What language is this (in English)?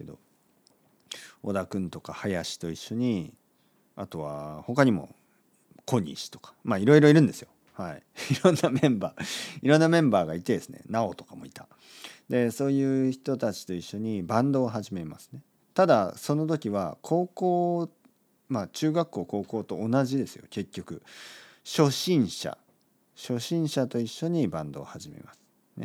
Japanese